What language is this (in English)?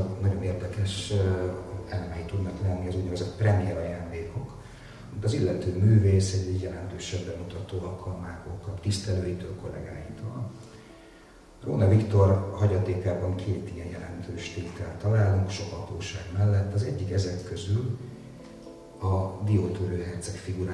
Hungarian